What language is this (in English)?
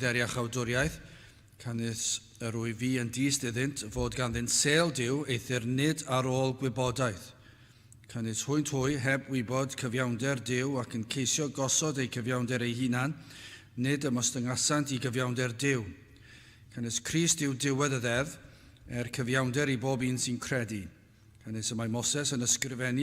Welsh